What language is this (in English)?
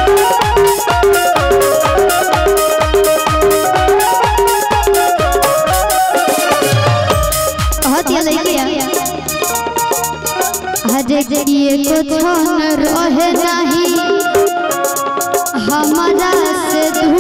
Bhojpuri